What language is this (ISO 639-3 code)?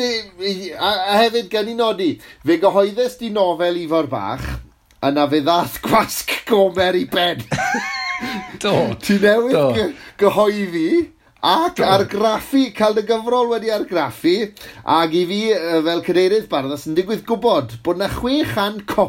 cym